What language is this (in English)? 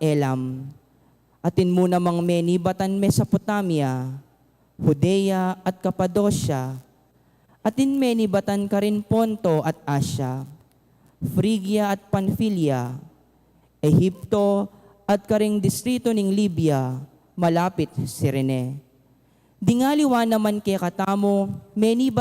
Pampanga